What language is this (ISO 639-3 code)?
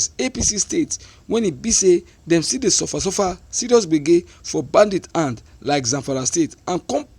pcm